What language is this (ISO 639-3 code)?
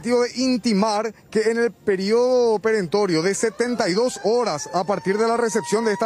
spa